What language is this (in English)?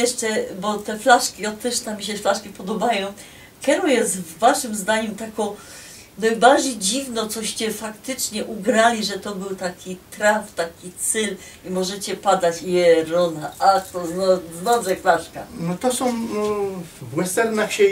Silesian